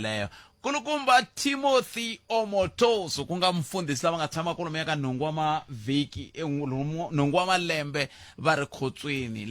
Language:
Tsonga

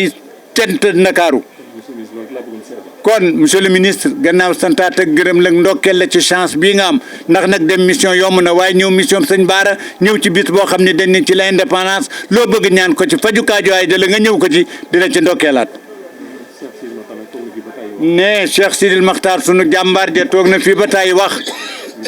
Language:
Wolof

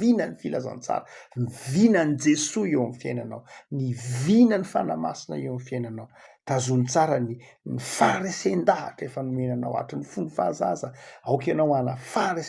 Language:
Malagasy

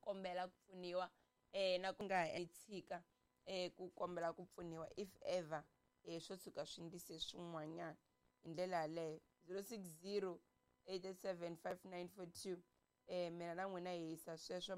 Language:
Tsonga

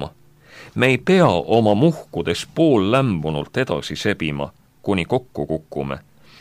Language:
Estonian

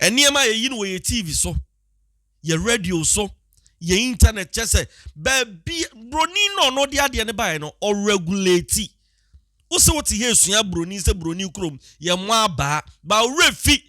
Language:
Akan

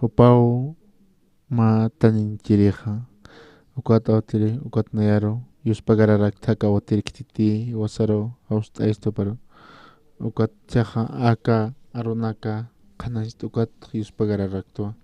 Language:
Aymara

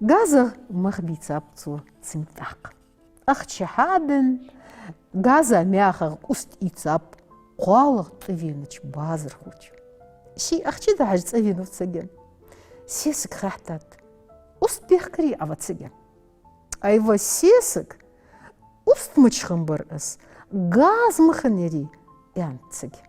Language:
Ingush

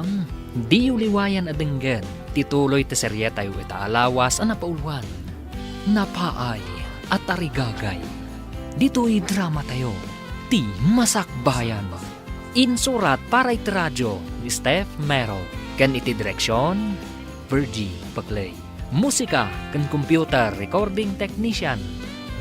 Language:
Iloko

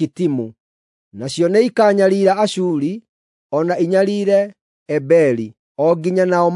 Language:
Kikuyu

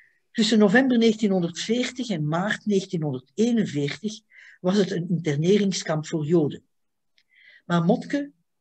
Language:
Dutch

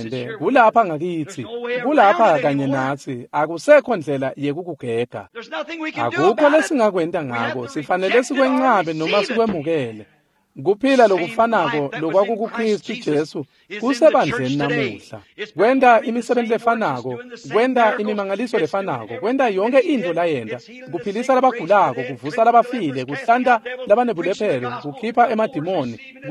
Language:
Swati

